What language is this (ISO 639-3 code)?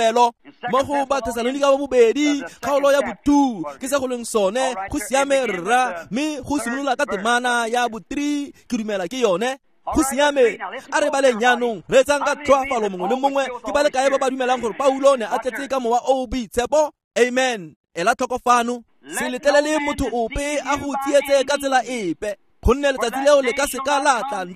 tsn